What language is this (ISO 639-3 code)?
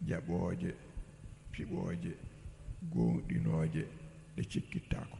ful